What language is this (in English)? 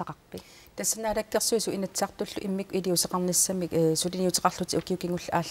Kalaallisut